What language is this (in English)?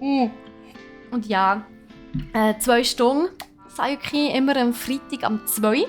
Swiss German